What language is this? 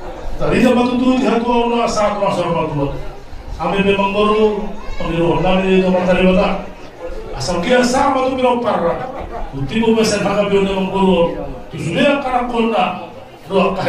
Batak Toba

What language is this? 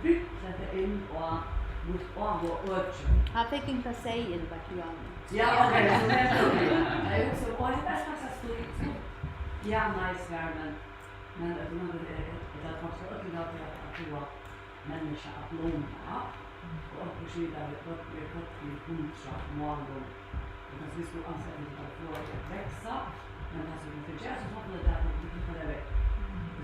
Faroese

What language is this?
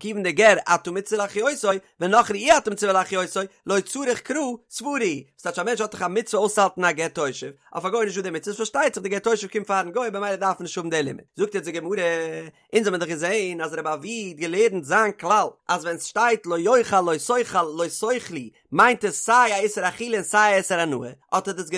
Yiddish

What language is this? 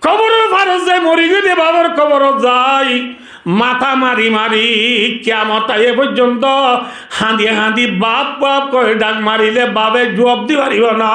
Rohingya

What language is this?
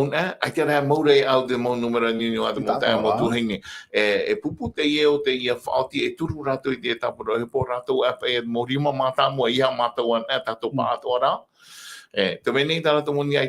Tahitian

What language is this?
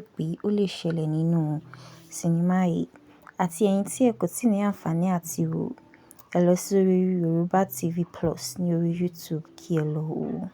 Yoruba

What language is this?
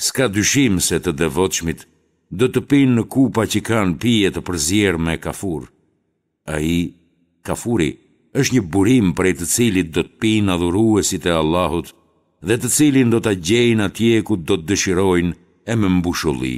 Albanian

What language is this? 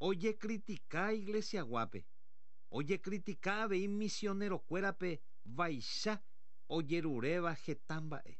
Guarani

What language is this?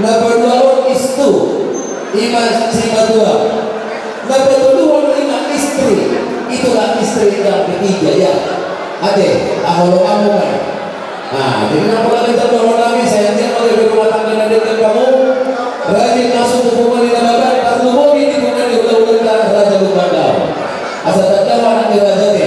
Batak Toba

